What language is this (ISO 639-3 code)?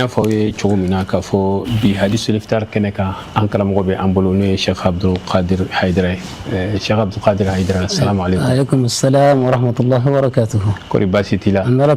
bam